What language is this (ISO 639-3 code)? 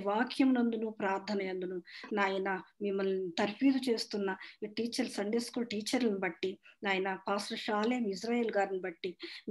tel